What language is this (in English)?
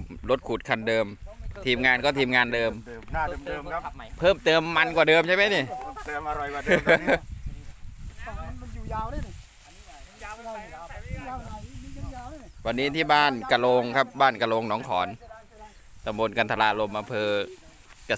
Thai